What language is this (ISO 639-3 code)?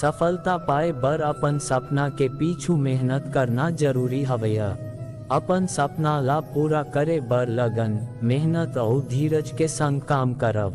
hne